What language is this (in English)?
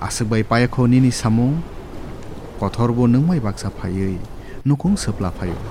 Kok Borok